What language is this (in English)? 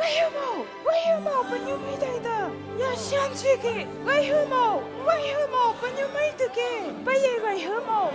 Phom Naga